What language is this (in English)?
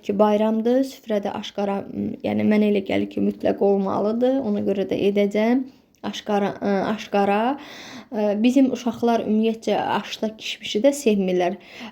Azerbaijani